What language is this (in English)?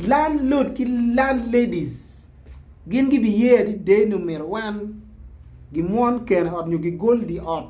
Acoli